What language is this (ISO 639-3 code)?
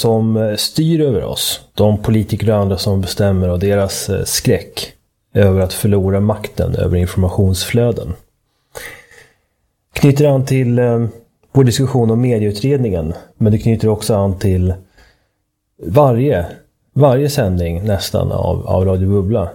swe